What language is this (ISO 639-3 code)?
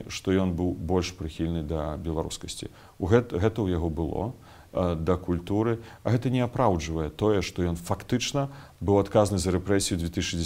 bel